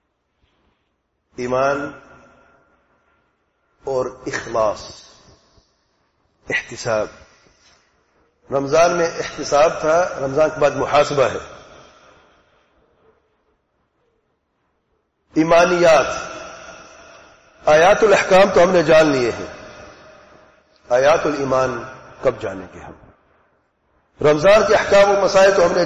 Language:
Urdu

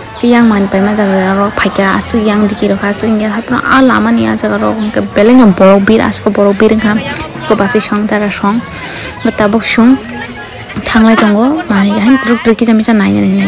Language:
Kok Borok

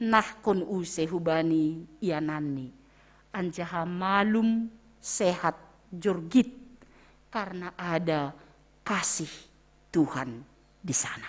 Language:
Batak Simalungun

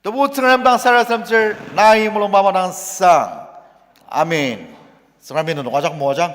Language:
Ao Naga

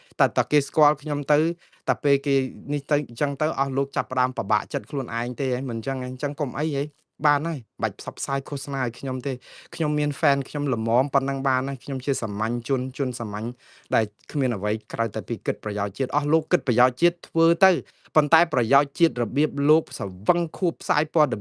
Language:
Khmer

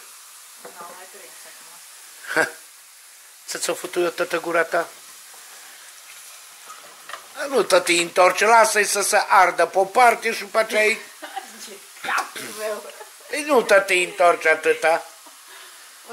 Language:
Romanian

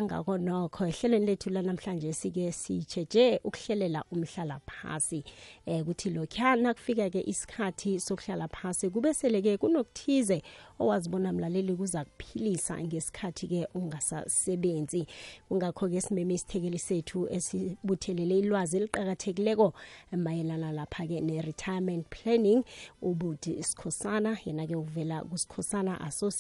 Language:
South Ndebele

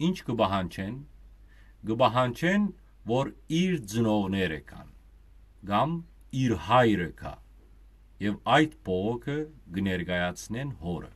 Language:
Western Armenian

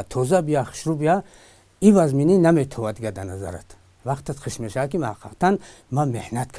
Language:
Tajik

